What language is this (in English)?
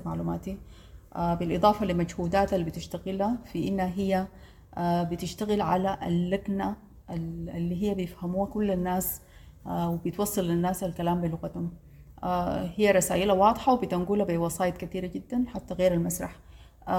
Sudanese Arabic